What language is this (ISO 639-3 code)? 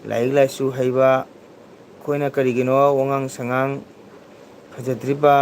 mni